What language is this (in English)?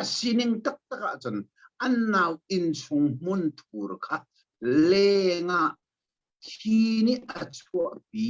Hakha Chin